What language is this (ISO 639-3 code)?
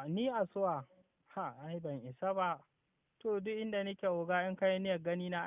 hau